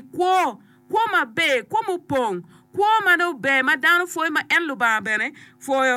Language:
Acoli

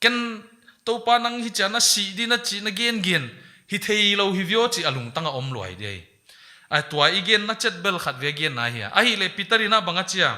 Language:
Paite Chin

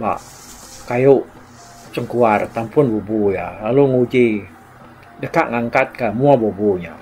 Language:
Iban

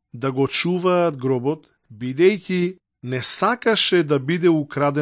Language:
Macedonian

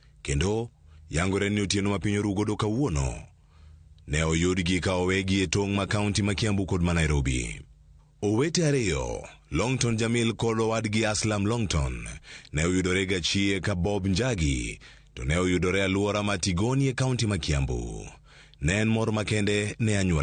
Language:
Luo (Kenya and Tanzania)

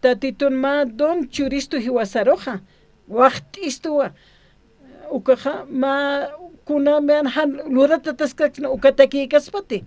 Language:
Aymara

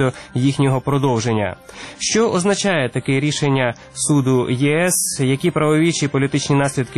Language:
Ukrainian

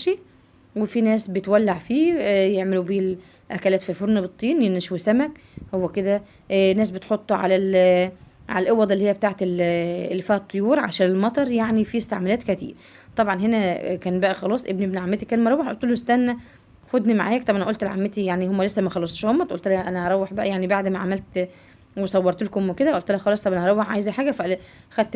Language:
Egyptian Arabic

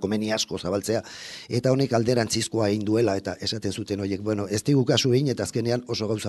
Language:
Basque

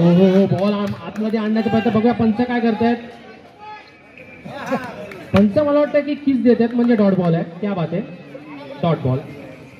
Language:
Marathi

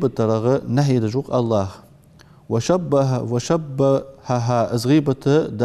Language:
Ingush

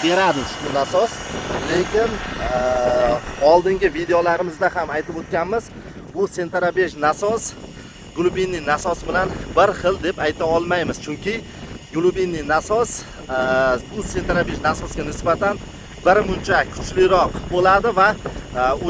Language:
Uzbek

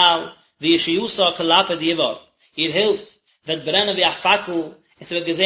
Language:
Yiddish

